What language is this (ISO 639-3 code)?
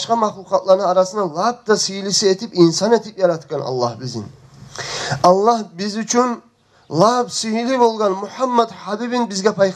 kum